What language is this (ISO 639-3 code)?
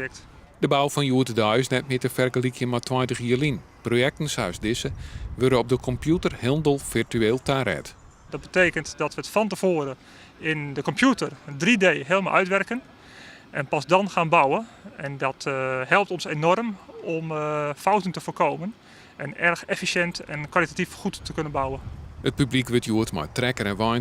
fry